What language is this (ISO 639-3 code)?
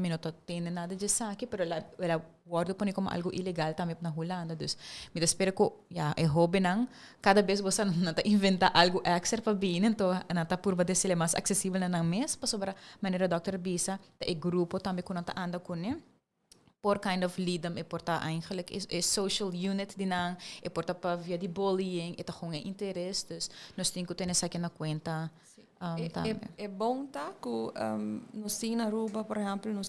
pap